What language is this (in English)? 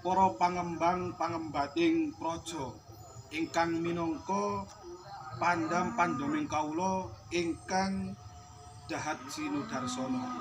Javanese